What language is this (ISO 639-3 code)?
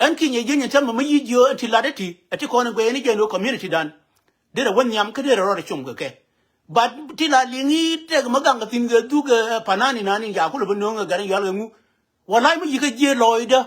nus